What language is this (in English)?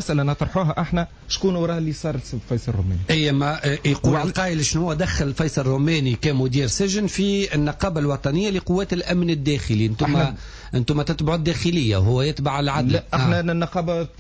Tunisian Arabic